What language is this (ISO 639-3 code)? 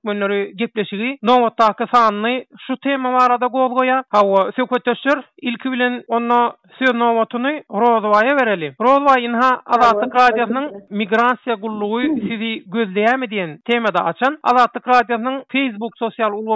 tuk